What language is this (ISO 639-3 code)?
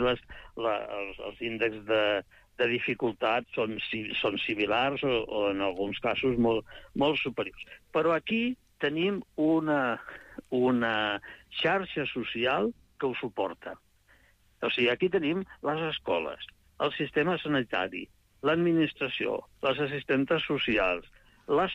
cat